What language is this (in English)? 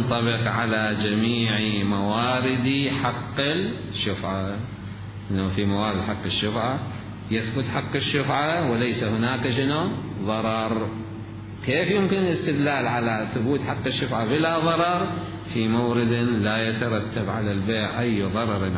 Mesopotamian Arabic